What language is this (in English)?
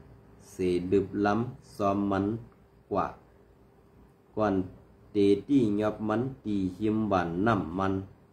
Shan